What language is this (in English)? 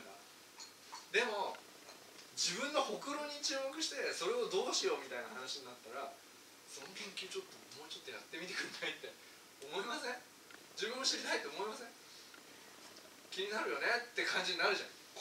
Japanese